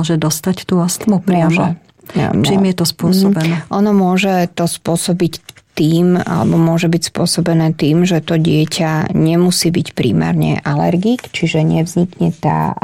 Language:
Slovak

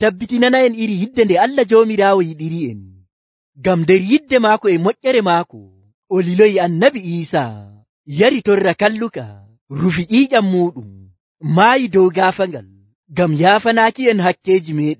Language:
Nigerian Fulfulde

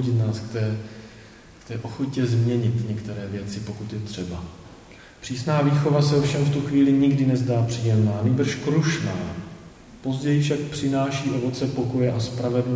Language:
Czech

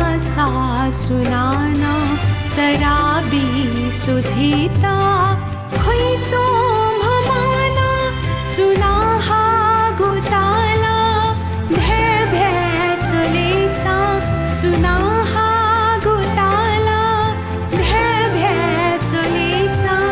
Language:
Newari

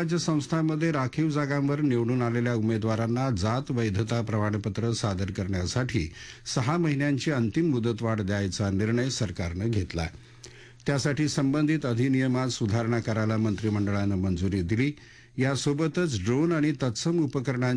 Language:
Marathi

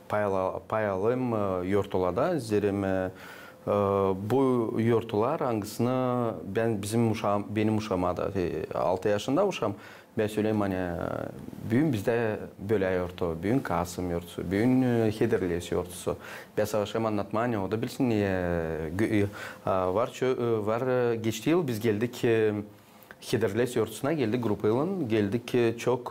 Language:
Gagauz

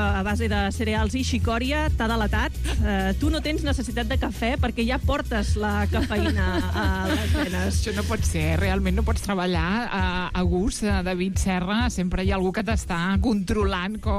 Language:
Catalan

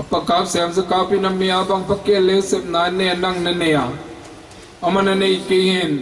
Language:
Paite Chin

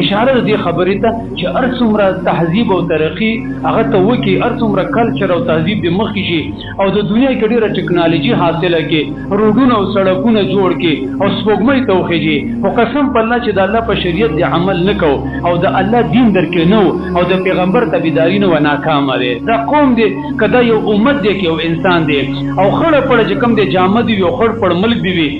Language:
Pashto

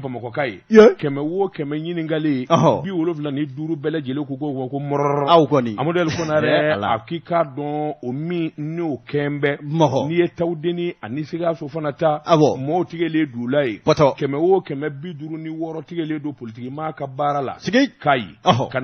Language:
Bambara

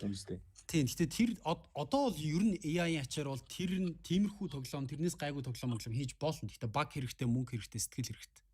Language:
Mongolian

